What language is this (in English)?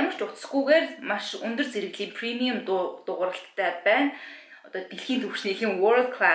Mongolian